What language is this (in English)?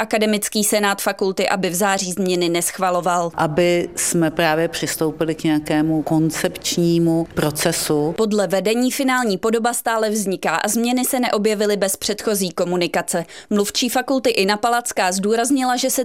Czech